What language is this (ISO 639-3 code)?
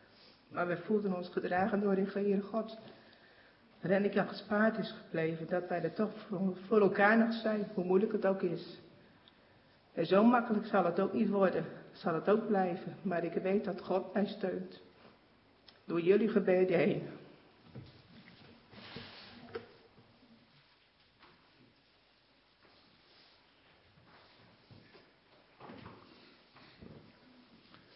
nld